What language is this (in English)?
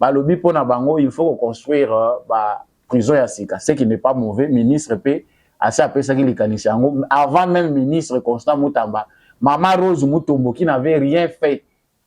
Lingala